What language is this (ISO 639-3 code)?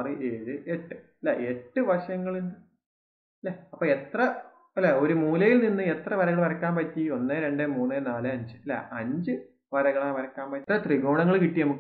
mal